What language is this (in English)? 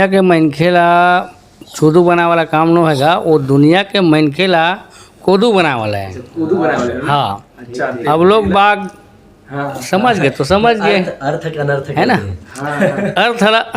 Chhattisgarhi